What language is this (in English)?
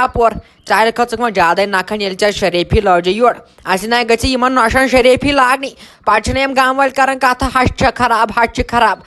Kashmiri